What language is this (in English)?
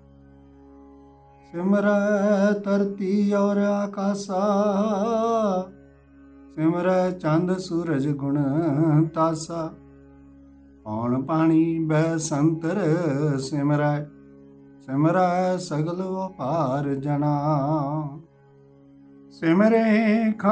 Punjabi